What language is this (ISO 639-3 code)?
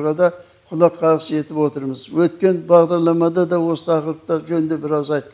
kaz